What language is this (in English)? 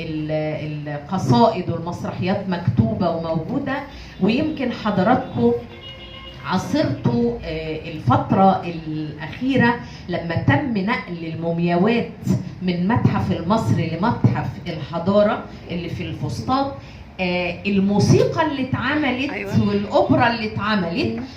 Egyptian Arabic